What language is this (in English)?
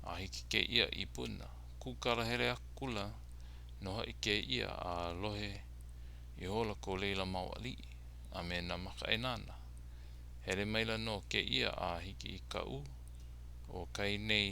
Hawaiian